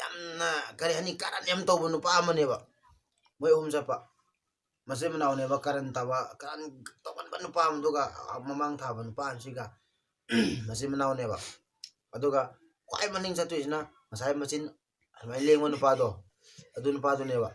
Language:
Manipuri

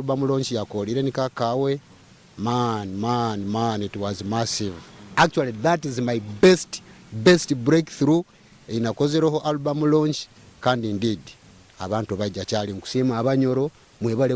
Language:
Nyoro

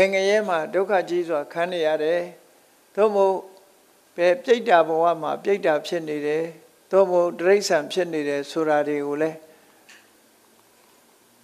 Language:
Burmese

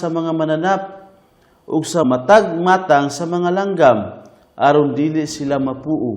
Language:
Cebuano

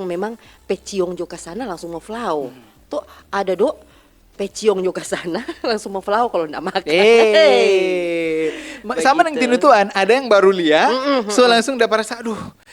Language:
Manado Malay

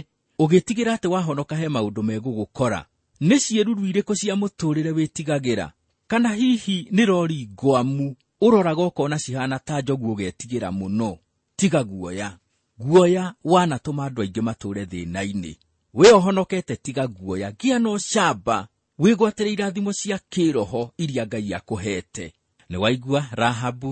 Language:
Kikuyu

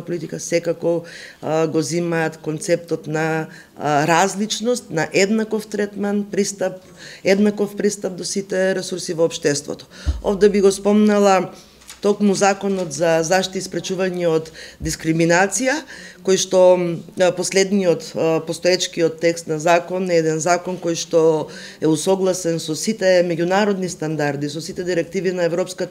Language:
Macedonian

